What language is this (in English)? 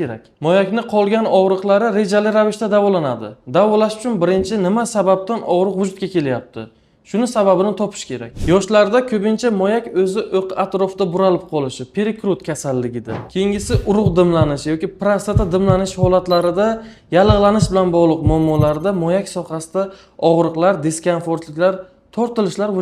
Uzbek